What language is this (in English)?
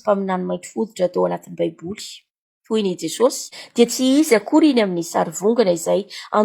Malagasy